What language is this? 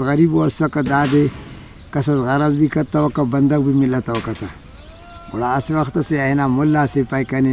Brahui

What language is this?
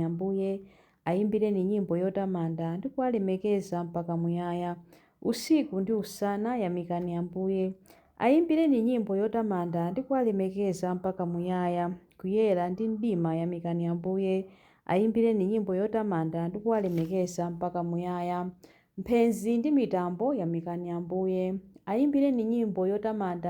Nyanja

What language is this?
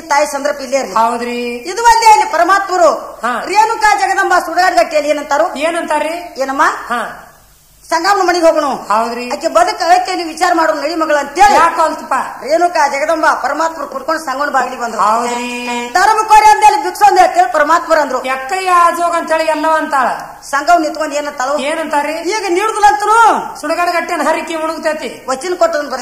Kannada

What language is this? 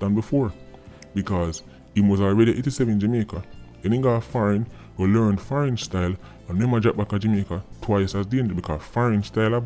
Jamaican Creole English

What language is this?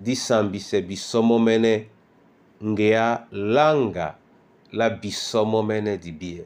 Duala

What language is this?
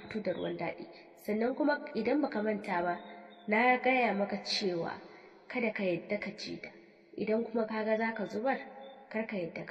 Hausa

